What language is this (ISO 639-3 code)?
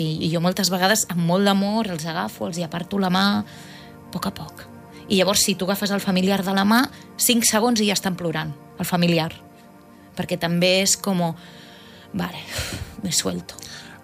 cat